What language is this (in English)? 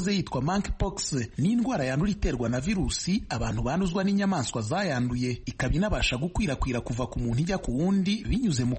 Kinyarwanda